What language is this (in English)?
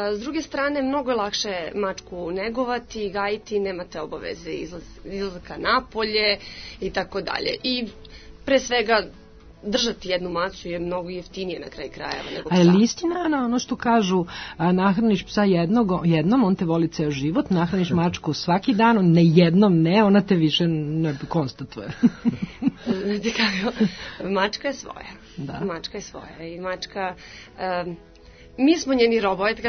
Serbian